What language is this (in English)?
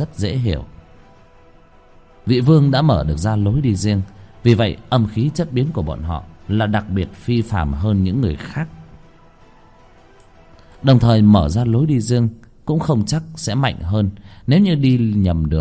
Vietnamese